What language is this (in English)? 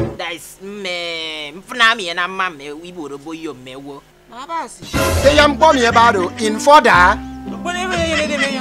Efik